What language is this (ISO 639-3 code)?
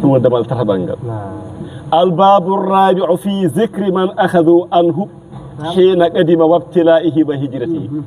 ful